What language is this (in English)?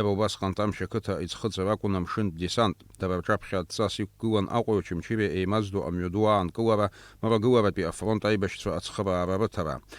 Abkhazian